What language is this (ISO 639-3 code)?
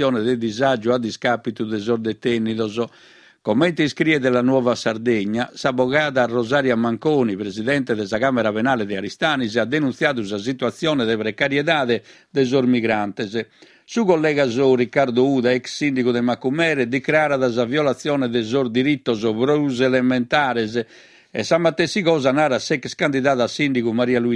srd